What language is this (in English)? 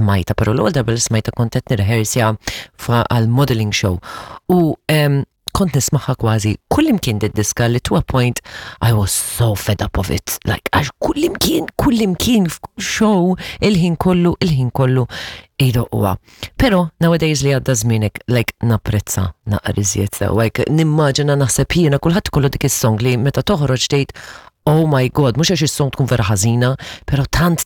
Maltese